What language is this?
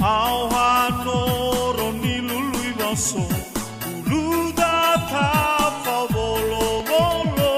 Nias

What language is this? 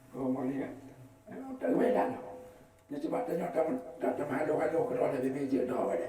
Achinese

